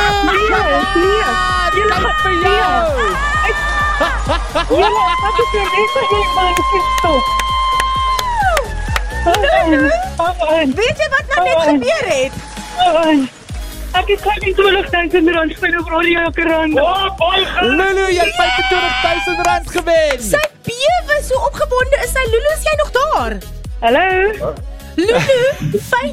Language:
Afrikaans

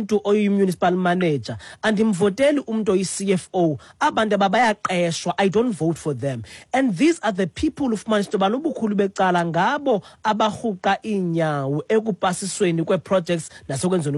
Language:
Xhosa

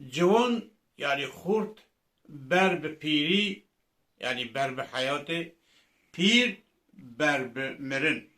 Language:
Kurdish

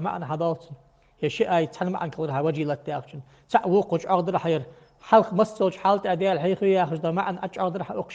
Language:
Ingush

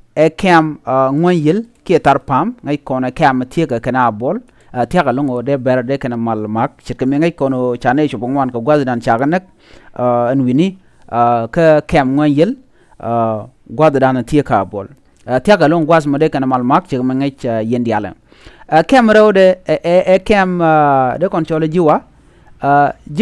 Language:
Nuer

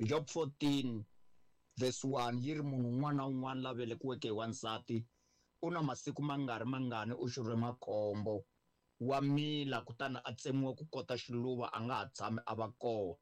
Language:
Tsonga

